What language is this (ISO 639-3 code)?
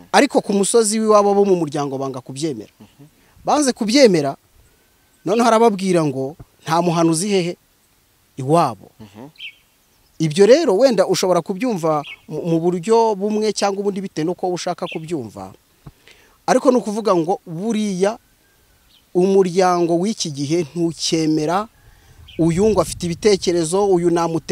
kin